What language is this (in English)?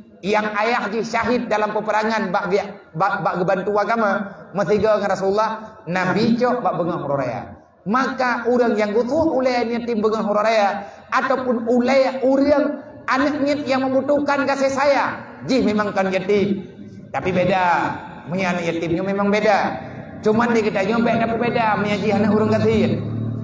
Achinese